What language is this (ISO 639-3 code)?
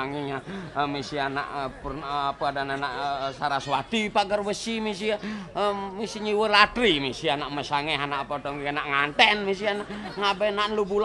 ban